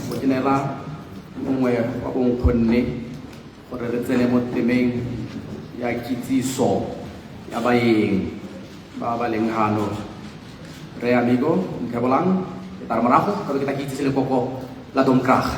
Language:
Tswana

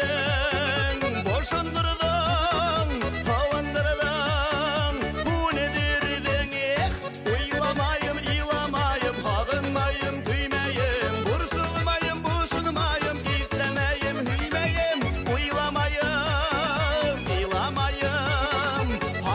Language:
Bashkir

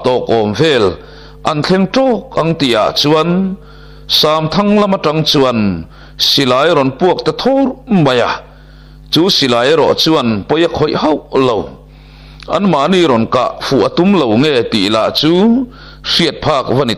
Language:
Mizo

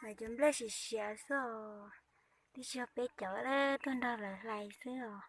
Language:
Hmong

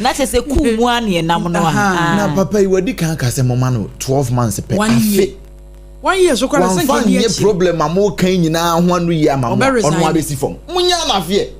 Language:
Akan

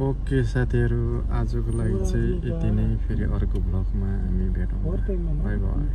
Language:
Nepali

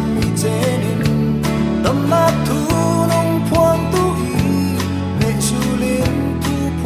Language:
Falam Chin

